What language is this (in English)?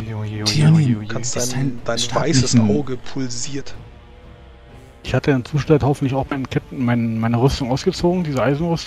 German